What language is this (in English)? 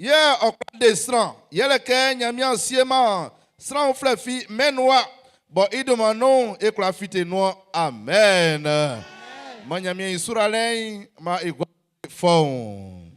Baoulé